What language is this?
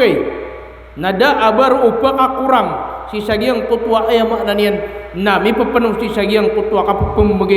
Maranao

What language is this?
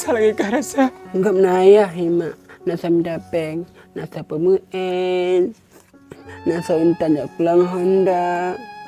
Achinese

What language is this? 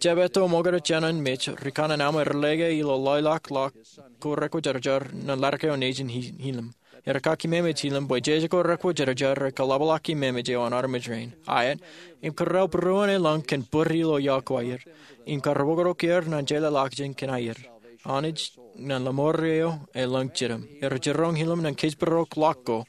Marshallese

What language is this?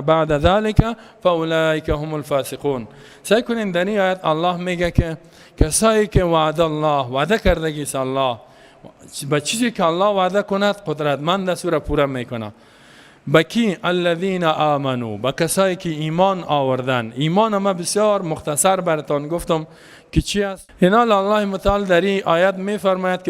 Persian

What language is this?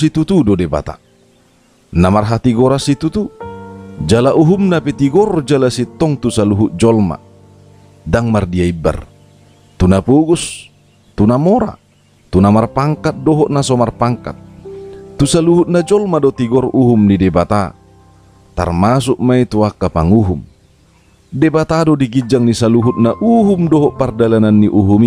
Batak Toba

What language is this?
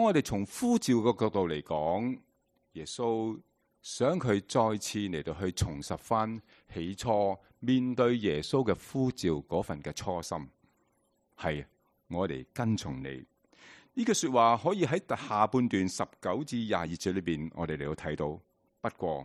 Cantonese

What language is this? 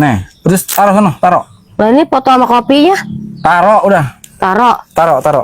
Betawi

